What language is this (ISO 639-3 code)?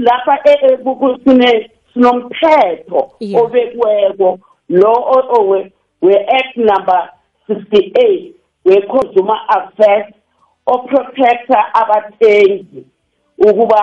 nbl